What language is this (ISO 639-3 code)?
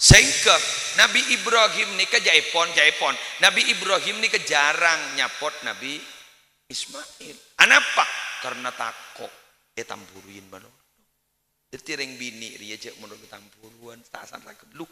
mad